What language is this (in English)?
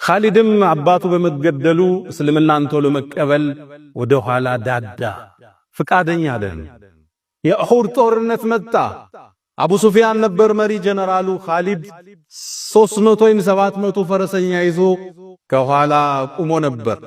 Amharic